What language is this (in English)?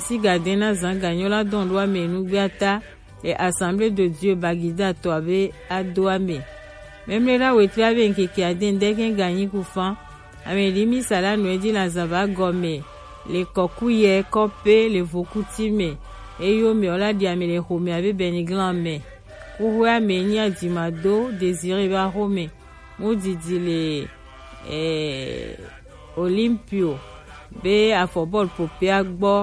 Gen